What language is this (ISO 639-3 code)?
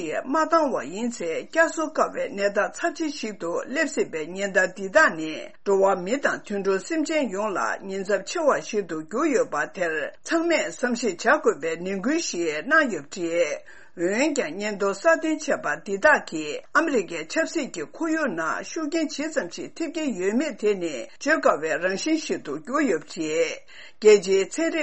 bod